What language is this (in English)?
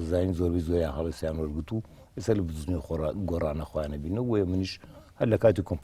Central Kurdish